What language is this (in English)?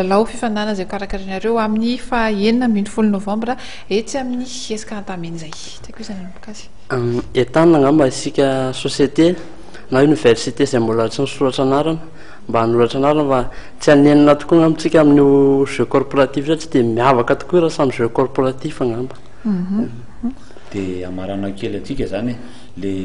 Malagasy